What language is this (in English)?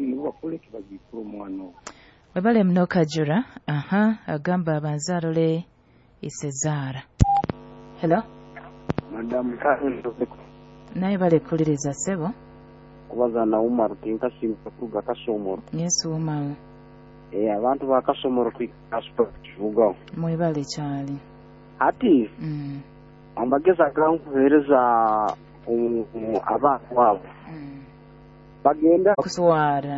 Nyoro